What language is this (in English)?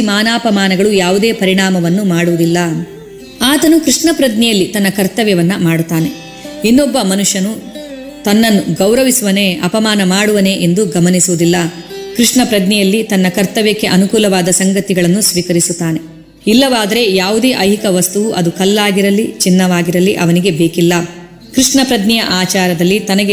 Kannada